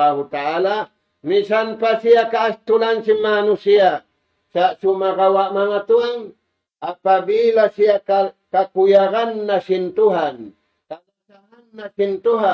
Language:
Tausug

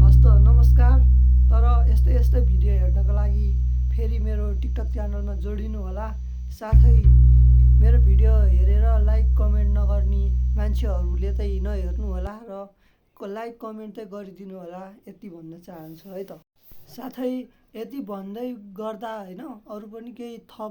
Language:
Nepali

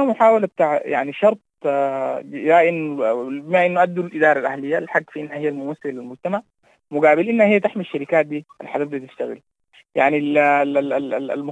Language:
Sudanese Arabic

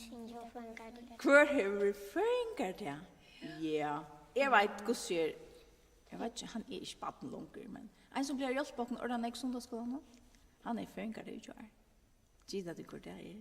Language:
Faroese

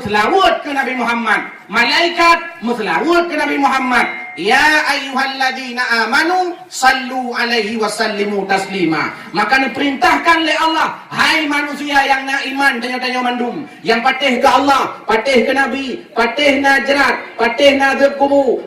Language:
Achinese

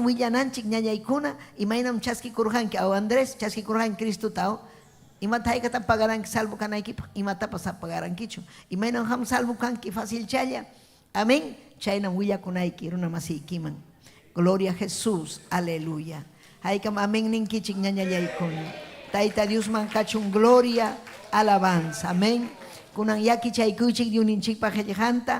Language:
Ayacucho Quechua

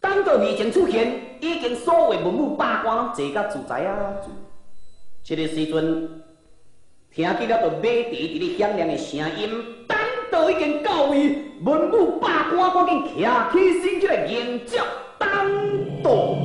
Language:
Min Nan Chinese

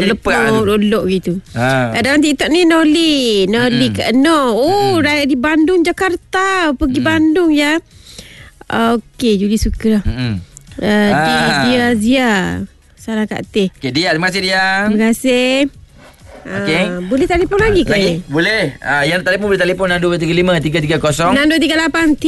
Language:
Malay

